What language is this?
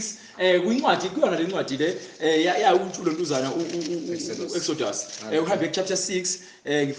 Zulu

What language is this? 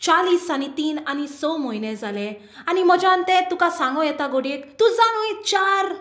Konkani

